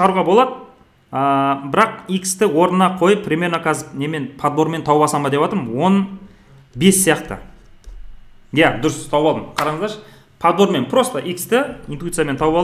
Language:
Kazakh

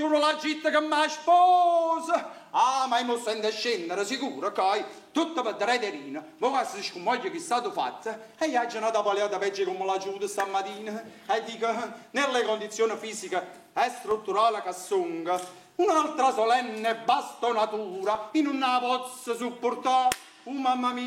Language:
Neapolitan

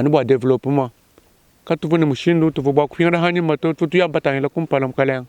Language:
Luba-Lulua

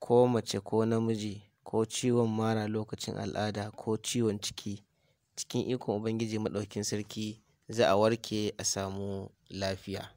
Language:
Hausa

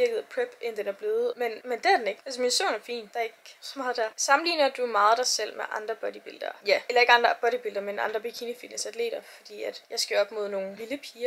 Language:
Danish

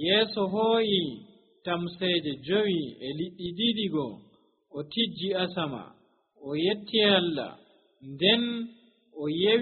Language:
Nigerian Fulfulde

